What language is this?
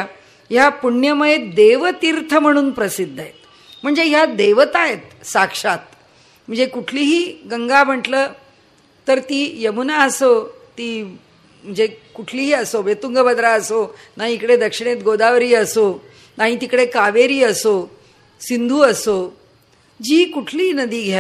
Marathi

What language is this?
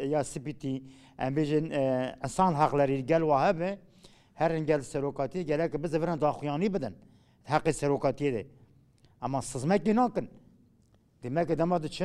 Kurdish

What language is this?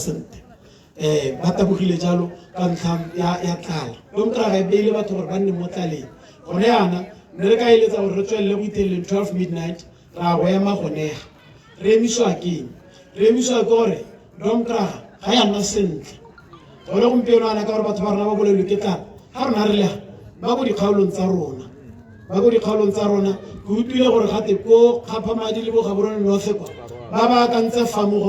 Tswana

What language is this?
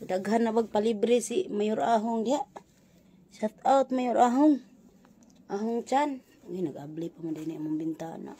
Cebuano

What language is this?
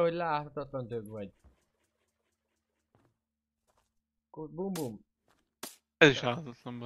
Hungarian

